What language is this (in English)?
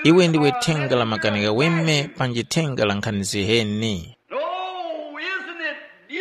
Tumbuka